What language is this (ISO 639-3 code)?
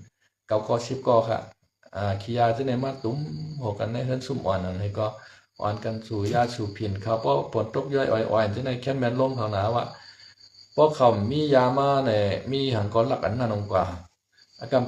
shn